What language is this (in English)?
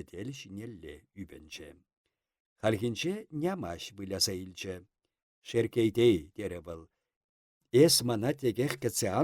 Chuvash